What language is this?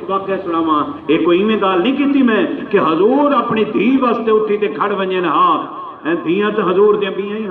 Saraiki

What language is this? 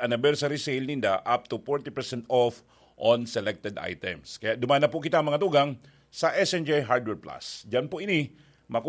Bikol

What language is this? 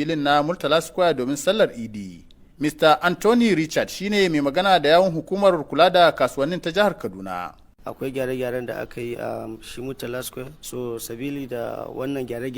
Hausa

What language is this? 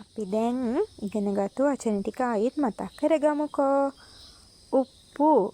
Sinhala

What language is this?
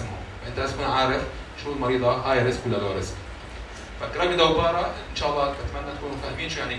South Levantine Arabic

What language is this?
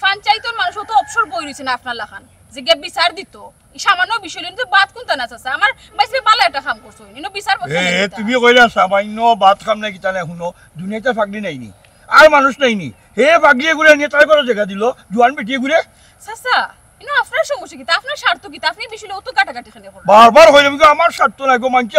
Sylheti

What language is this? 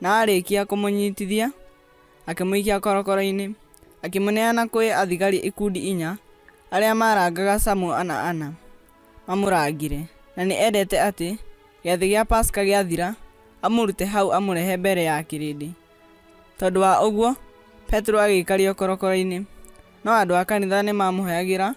Kikuyu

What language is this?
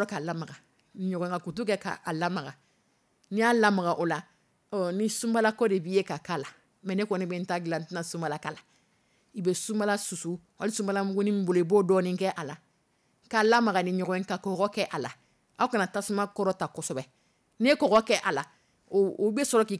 Dyula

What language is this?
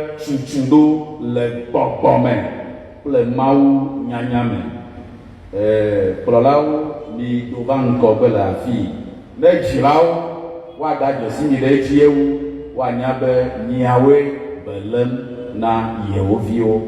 Ewe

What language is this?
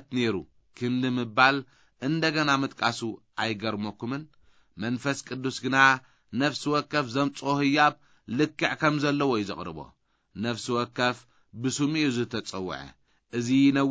Tigrinya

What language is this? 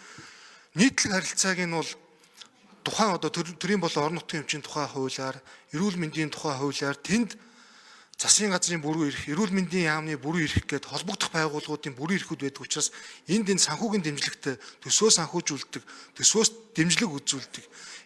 Mongolian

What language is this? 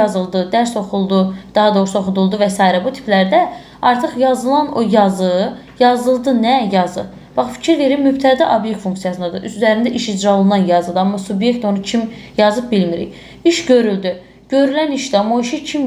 Azerbaijani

